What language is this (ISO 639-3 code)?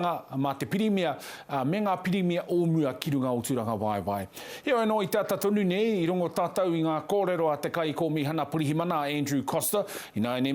mri